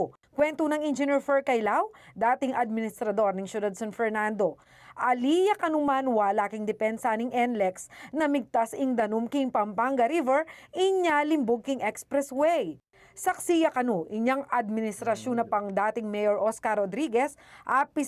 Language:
Pampanga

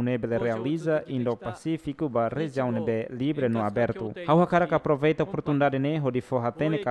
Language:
Tetum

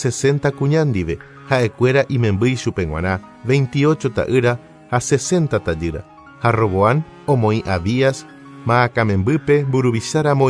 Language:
Guarani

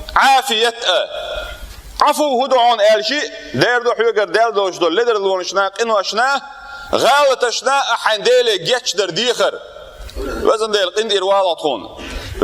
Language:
Chechen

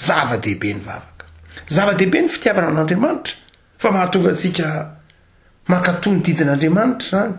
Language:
Malagasy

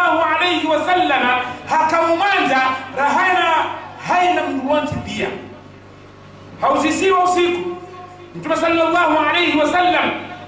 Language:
Swahili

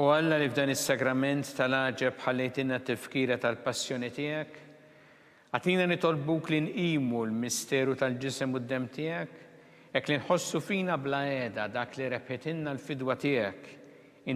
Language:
Maltese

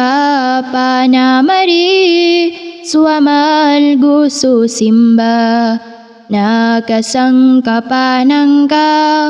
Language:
Maranao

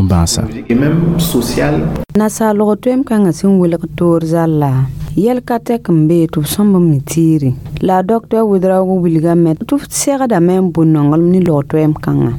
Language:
Mossi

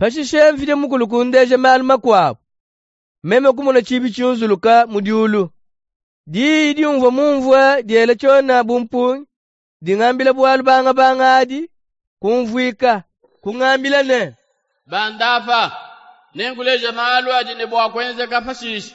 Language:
Luba-Lulua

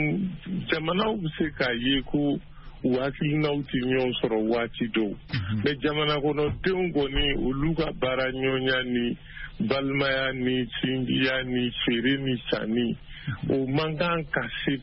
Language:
Bambara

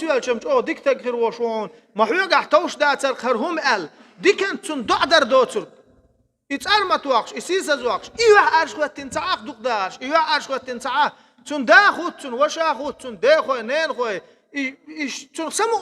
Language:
Chechen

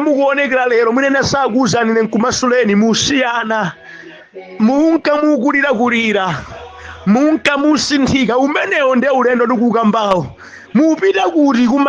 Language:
Nyanja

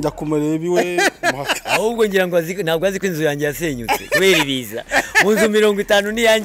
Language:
Kinyarwanda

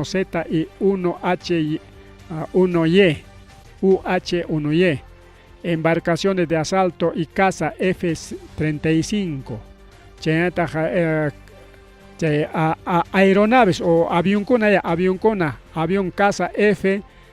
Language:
Ayacucho Quechua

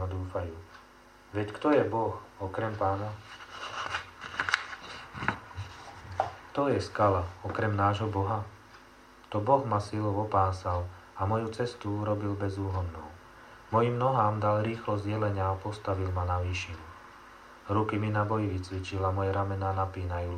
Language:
Slovak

